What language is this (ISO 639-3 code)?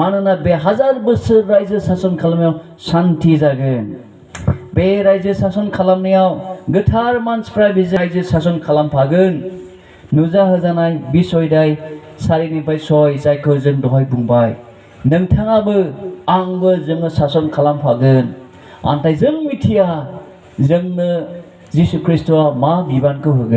brx